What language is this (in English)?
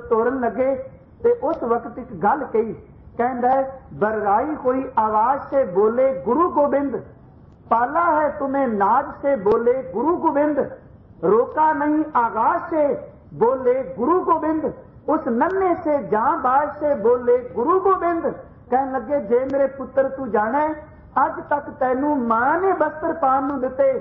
Punjabi